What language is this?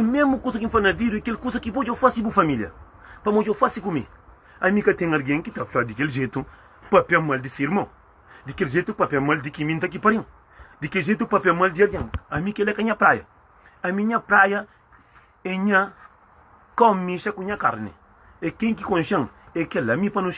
Kabuverdianu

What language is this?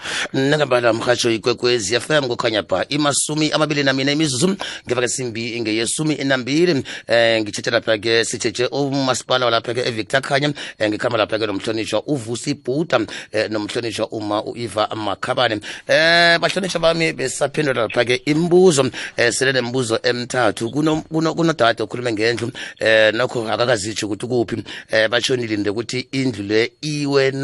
South Ndebele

